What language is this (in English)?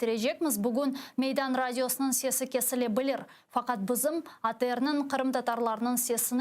Crimean Tatar